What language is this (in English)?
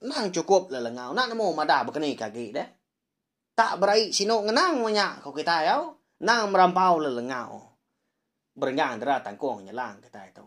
Iban